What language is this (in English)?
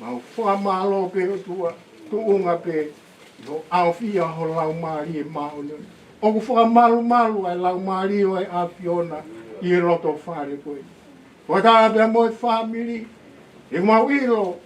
Tongan